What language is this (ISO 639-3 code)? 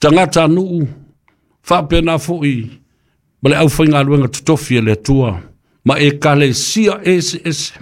smo